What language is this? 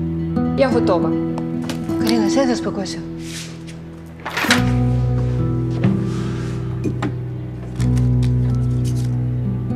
Ukrainian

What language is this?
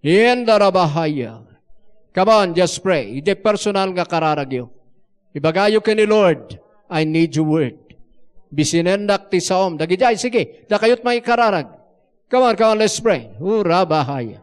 Iloko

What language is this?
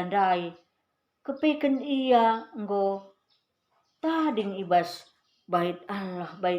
Batak Karo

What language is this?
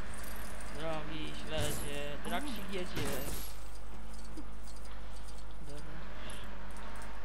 Polish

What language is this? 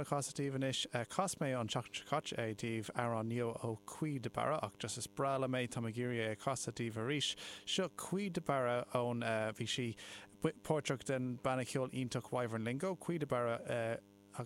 Irish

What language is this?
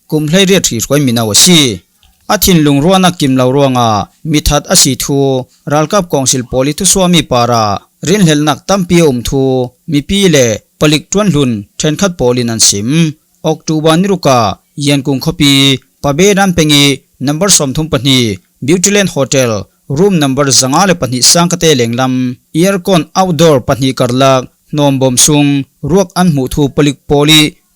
Falam Chin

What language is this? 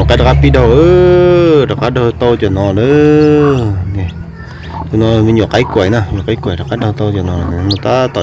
Hmong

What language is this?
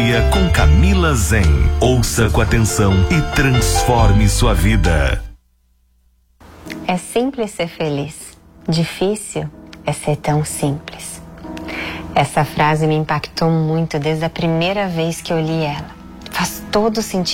Portuguese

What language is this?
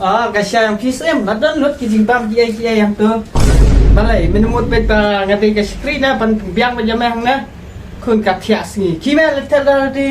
Khasi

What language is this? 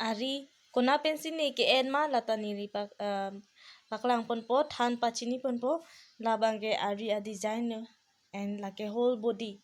Karbi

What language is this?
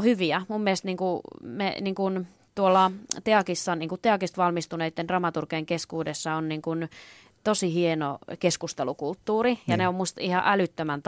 Finnish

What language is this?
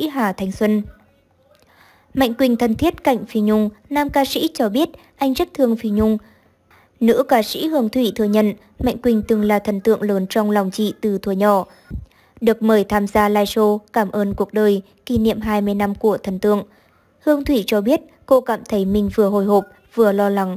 Vietnamese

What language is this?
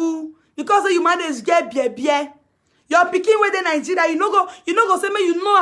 Nigerian Pidgin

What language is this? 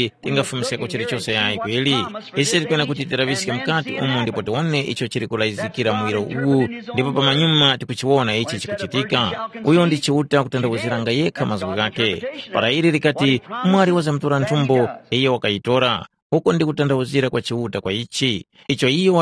Tumbuka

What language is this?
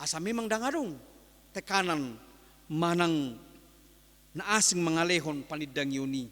Batak Toba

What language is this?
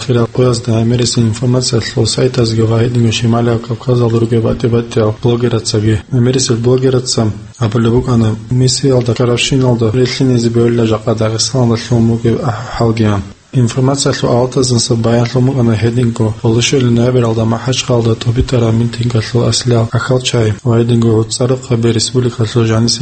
Avaric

